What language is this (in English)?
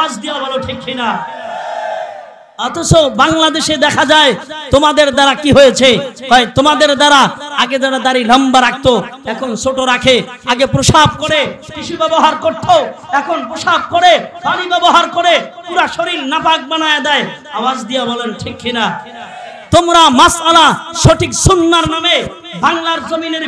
Bangla